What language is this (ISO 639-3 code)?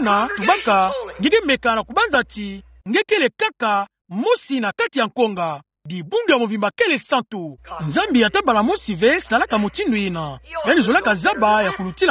ktu